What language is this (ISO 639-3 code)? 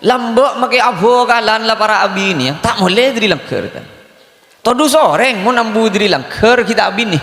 mad